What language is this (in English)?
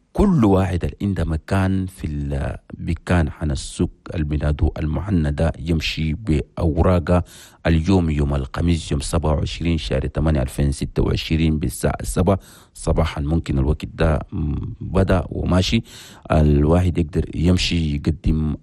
Chadian Arabic